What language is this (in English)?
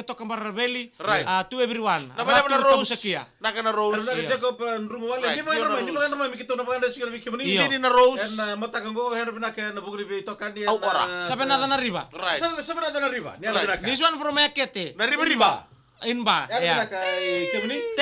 Fijian